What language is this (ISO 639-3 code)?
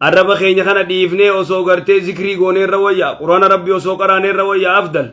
orm